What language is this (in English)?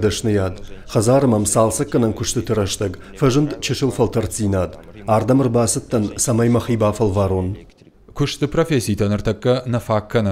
Ossetic